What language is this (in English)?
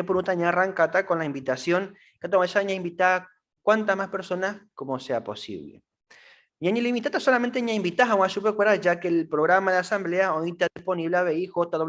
Guarani